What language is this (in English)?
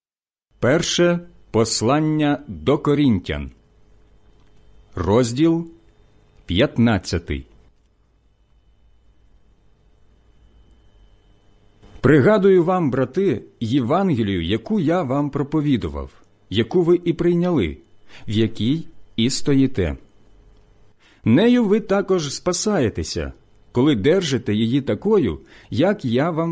Ukrainian